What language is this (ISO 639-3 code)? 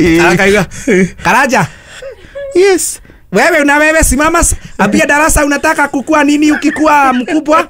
kik